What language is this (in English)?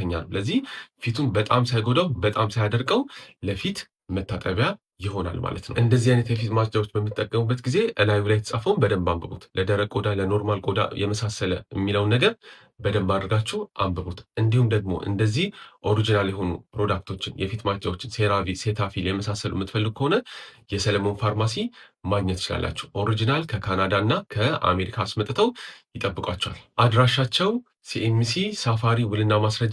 Amharic